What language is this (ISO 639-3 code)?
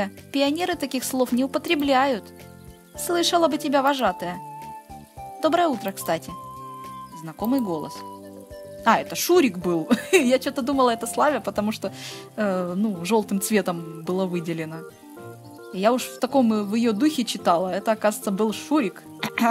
rus